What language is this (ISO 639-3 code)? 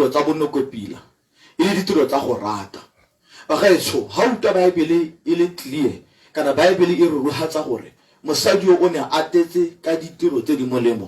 tsn